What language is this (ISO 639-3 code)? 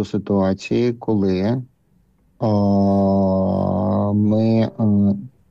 ukr